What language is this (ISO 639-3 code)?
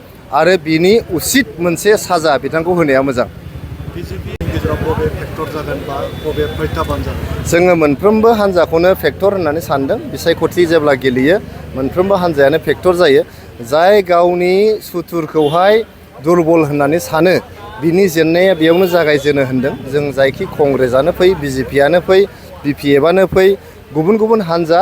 brx